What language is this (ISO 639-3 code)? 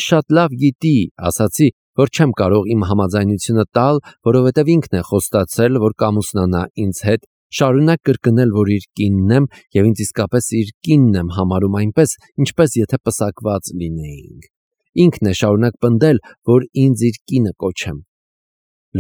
hye